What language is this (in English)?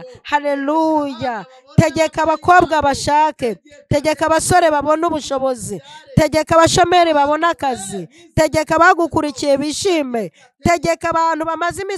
Kinyarwanda